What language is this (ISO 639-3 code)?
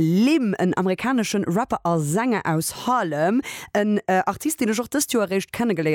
ltz